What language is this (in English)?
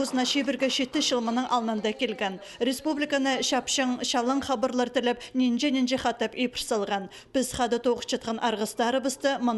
Khakas